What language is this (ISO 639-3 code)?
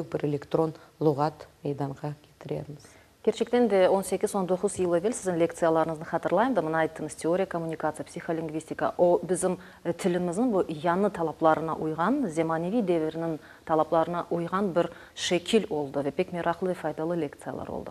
crh